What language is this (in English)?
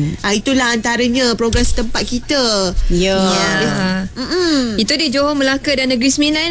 Malay